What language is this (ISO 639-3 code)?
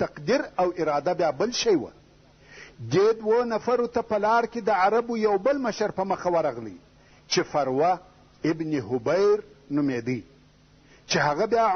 pus